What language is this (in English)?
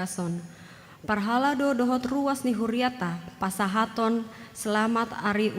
Batak Toba